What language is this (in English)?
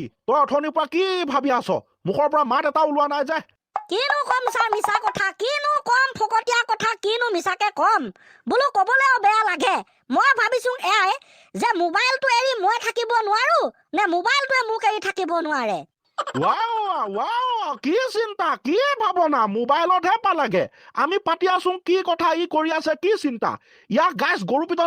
Assamese